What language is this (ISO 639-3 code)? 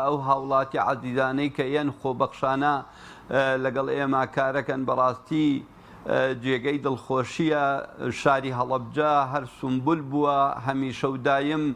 ckb